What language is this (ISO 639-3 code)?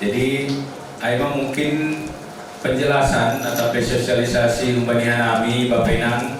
bts